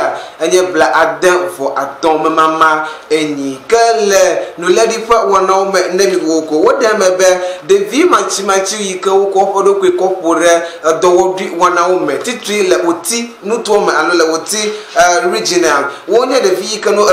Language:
Ewe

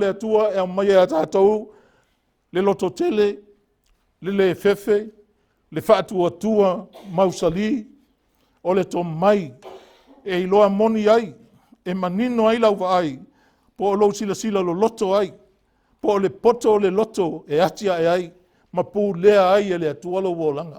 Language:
Samoan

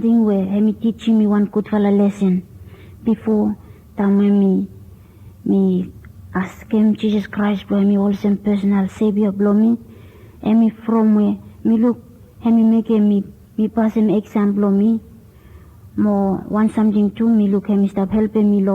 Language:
Bislama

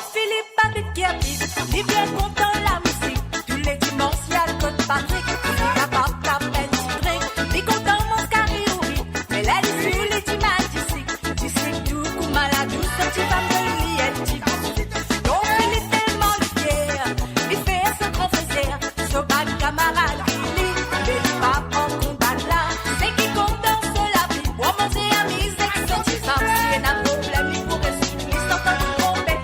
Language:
Morisyen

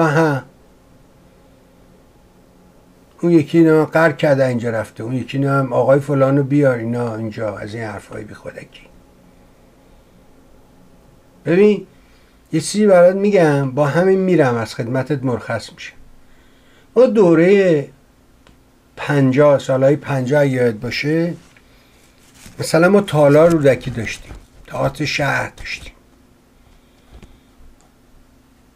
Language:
Persian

